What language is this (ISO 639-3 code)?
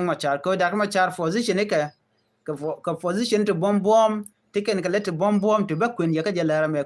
nus